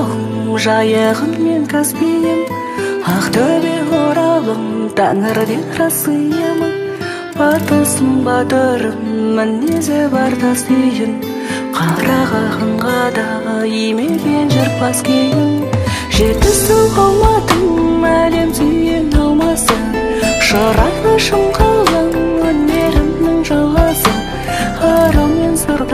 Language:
Kazakh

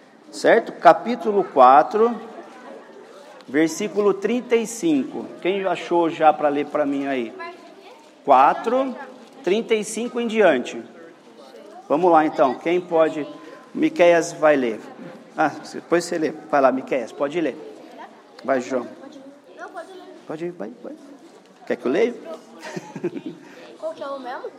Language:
Portuguese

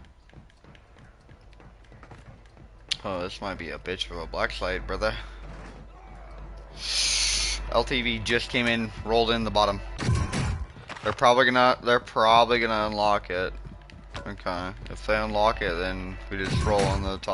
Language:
English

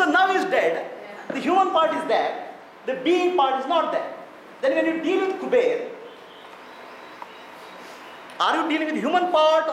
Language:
English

